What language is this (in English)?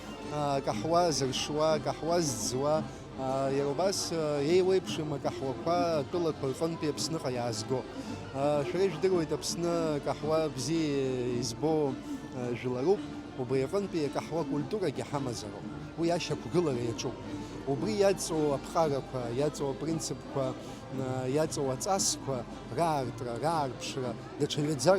Abkhazian